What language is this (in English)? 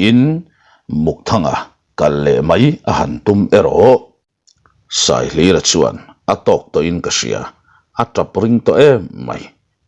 Mizo